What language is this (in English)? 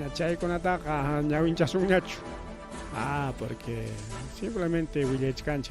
Ayacucho Quechua